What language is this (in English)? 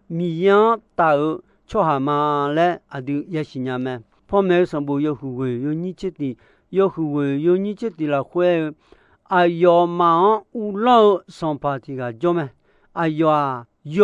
Akha